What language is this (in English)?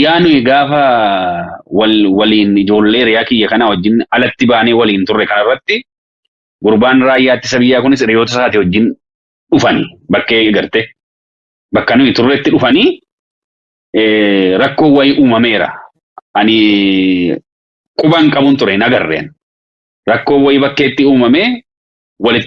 Oromo